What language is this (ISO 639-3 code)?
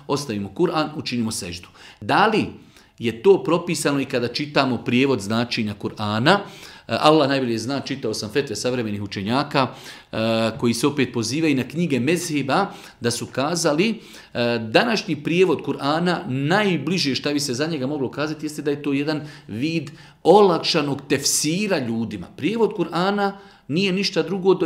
bos